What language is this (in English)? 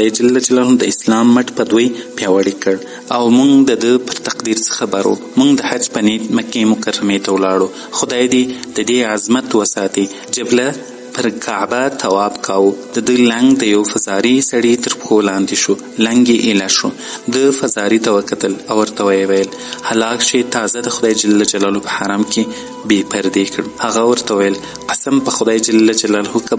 Pashto